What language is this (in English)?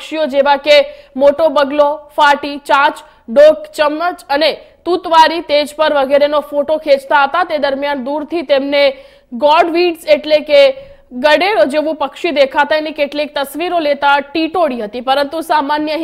Gujarati